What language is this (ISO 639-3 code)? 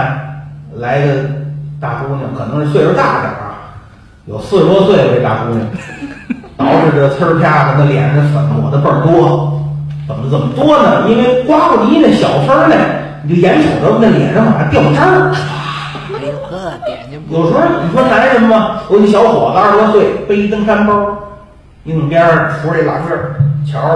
zho